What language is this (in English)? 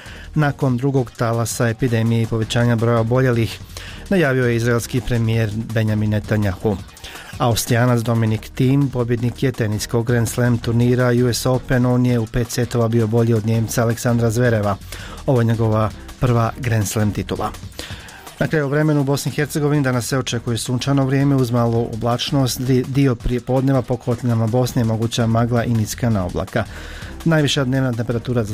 Bosnian